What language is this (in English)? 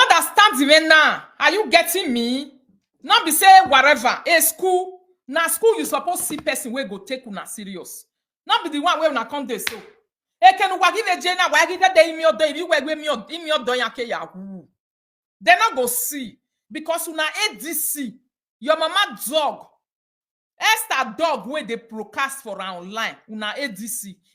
Nigerian Pidgin